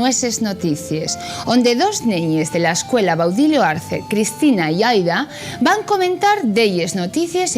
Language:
Asturian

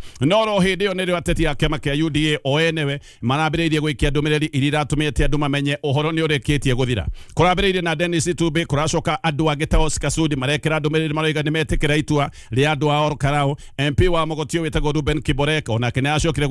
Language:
Kikuyu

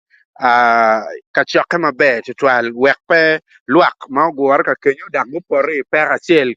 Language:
Acoli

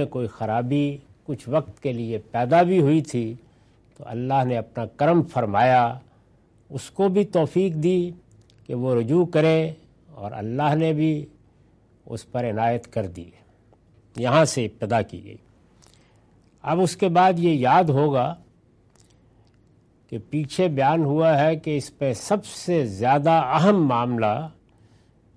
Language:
Urdu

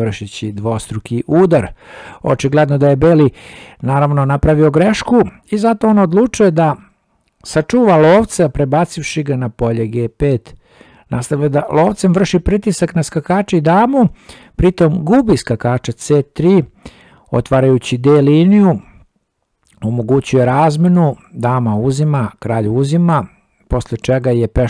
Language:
Serbian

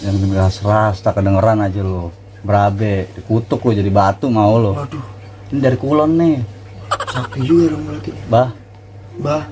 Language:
Betawi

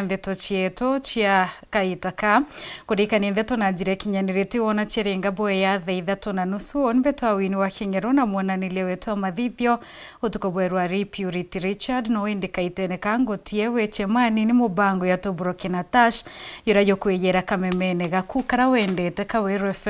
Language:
Meru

